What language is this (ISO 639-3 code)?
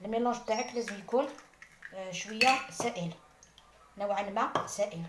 arq